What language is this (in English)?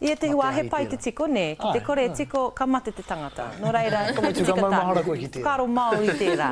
Māori